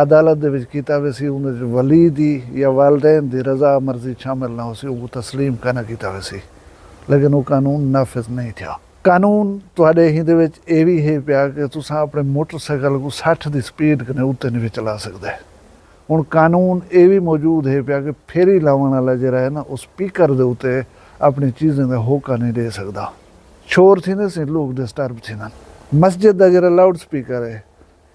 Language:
Saraiki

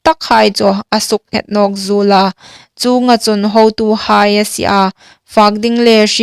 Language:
Hmar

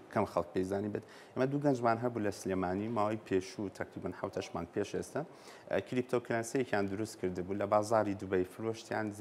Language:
Central Kurdish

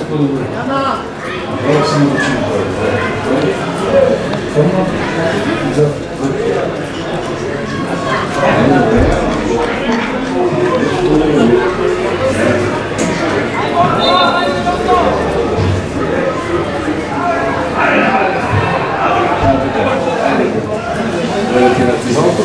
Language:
Bulgarian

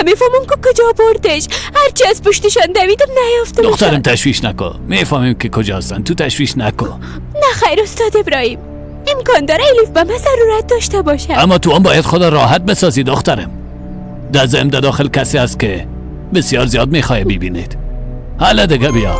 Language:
Persian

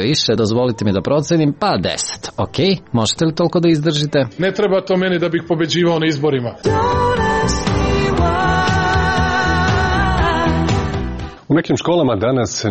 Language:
Serbian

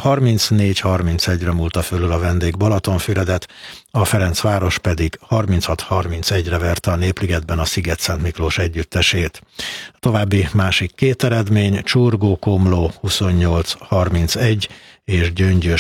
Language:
Hungarian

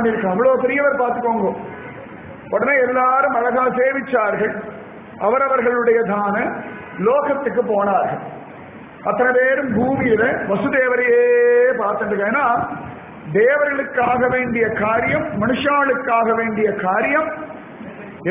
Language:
Tamil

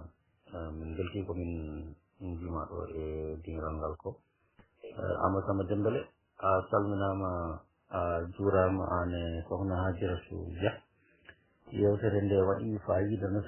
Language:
Fula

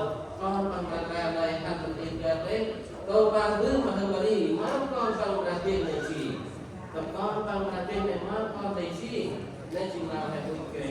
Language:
Central Mnong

